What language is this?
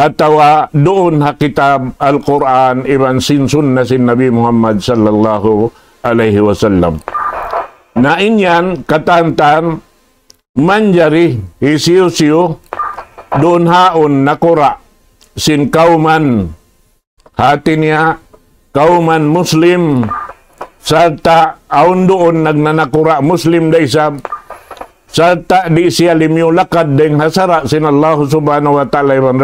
Tausug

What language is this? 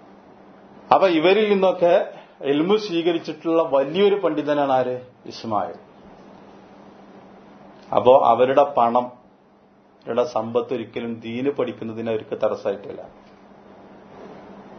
Malayalam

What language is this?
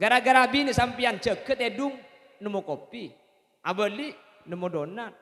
Madurese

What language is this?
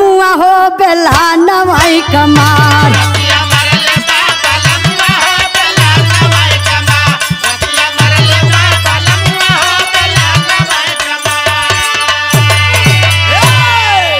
Bhojpuri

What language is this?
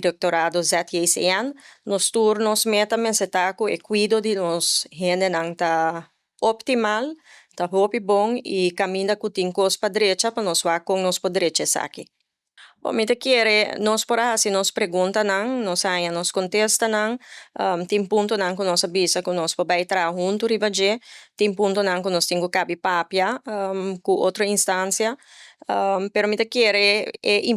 Papiamento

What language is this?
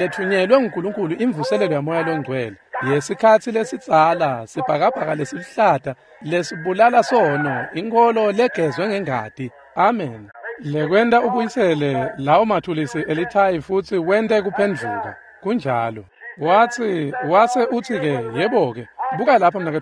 Swati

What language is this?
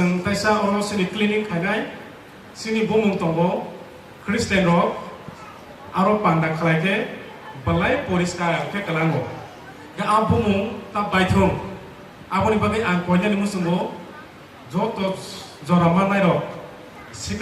Kok Borok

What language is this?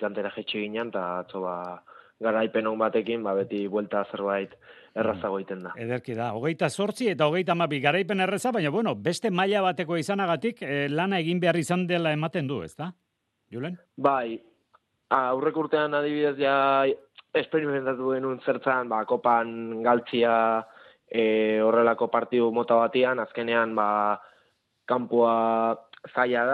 Basque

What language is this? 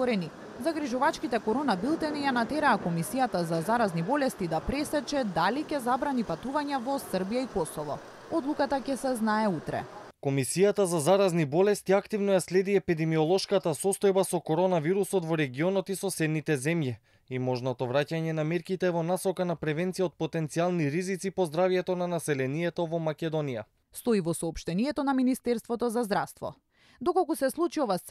Macedonian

